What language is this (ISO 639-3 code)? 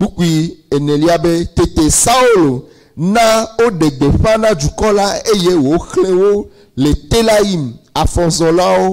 ewe